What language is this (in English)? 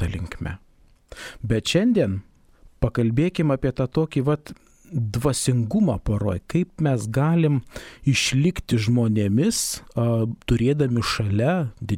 Lithuanian